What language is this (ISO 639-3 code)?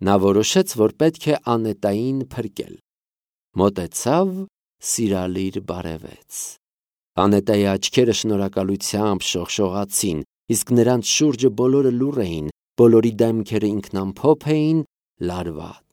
hye